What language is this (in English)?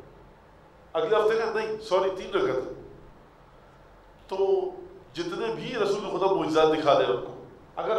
Urdu